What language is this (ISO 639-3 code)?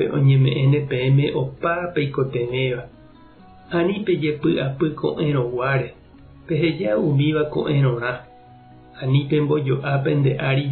grn